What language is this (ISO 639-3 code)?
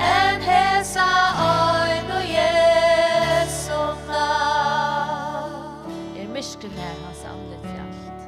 fao